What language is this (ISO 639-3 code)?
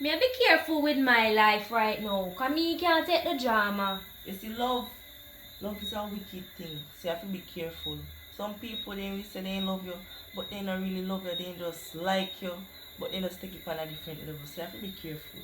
jam